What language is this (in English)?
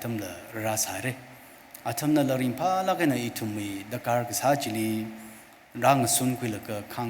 Tangkhul Naga (India)